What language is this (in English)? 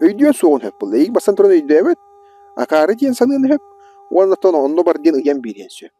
Yakut